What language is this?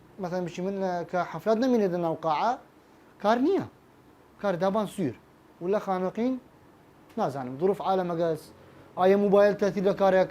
Southern Kurdish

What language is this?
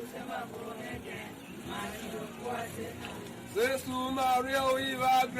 Tiv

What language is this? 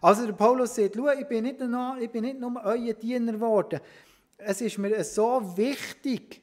Swiss German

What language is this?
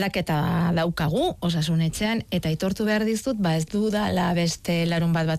Basque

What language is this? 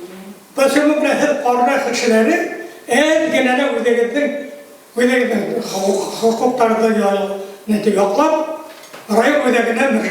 Bashkir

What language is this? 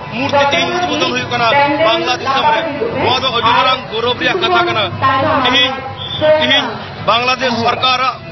Santali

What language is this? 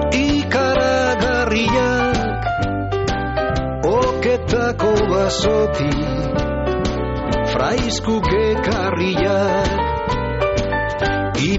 Basque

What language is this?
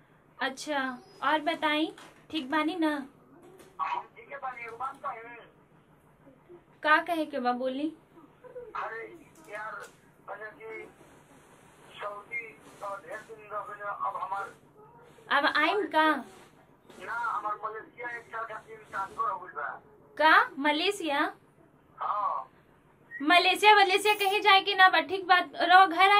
Bhojpuri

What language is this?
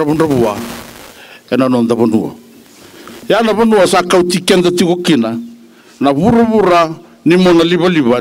Fijian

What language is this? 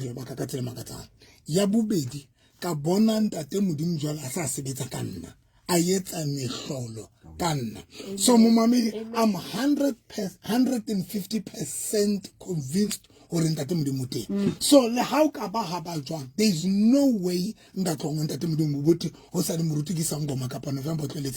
Southern Sotho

